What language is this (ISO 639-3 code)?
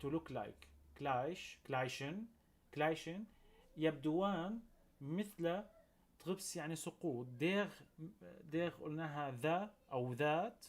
apc